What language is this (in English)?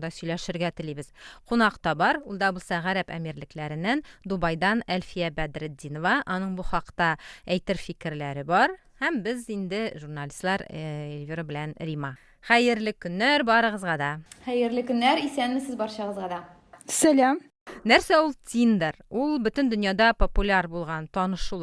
Tatar